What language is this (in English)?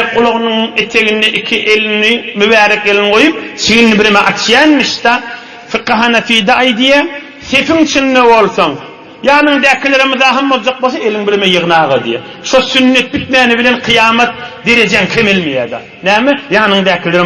Turkmen